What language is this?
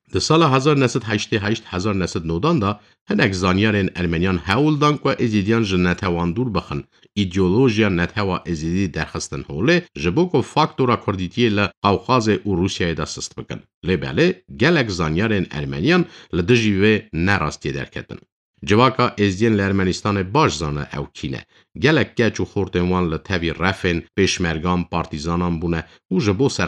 Kurdish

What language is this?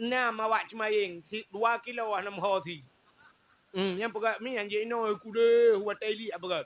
Achinese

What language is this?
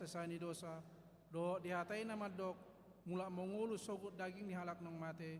Batak Toba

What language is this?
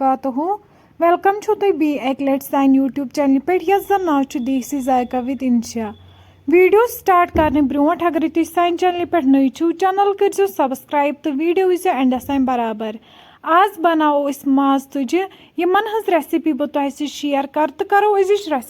Kashmiri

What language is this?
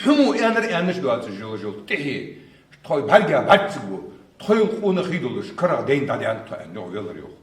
Ingush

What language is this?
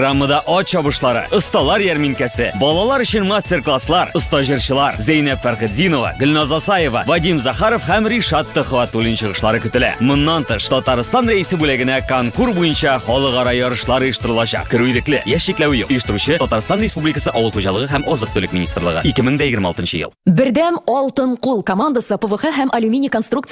Tatar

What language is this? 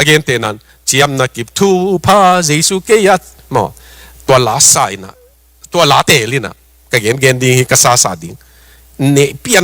Tedim Chin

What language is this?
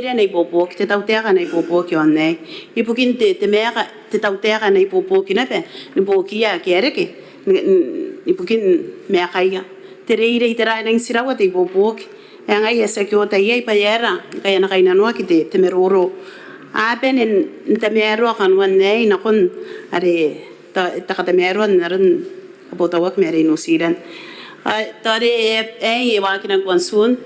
Gilbertese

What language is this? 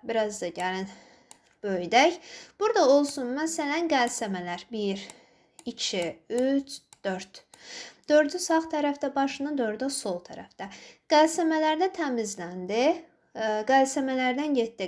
Azerbaijani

